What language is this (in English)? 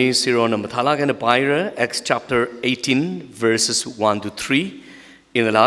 Tangkhul Naga (India)